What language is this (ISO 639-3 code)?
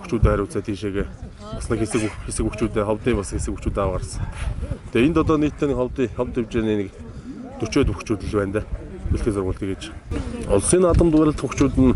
mon